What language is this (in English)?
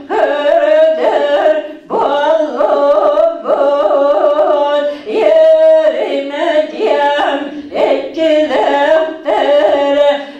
Yakut